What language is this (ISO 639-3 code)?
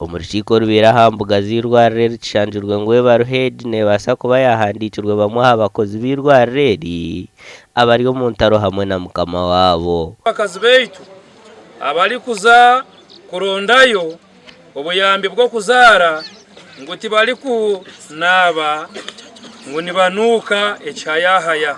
nyn